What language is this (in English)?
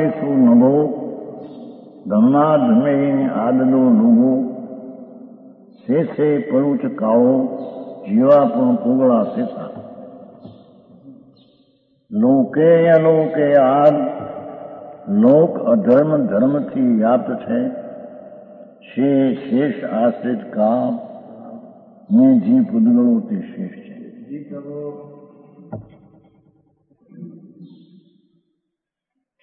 Gujarati